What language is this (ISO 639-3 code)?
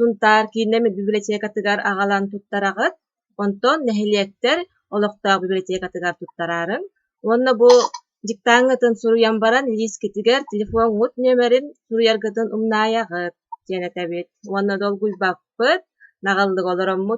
sah